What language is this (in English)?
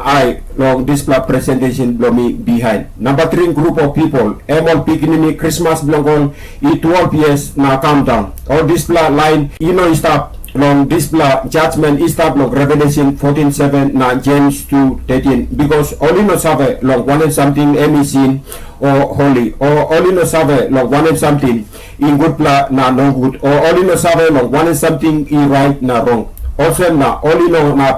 Tok Pisin